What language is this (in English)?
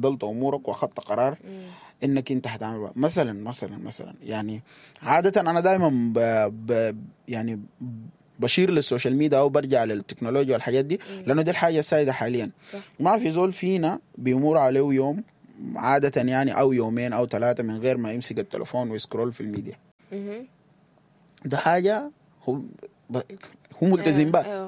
Sudanese Arabic